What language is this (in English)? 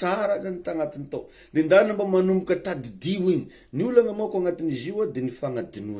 Malagasy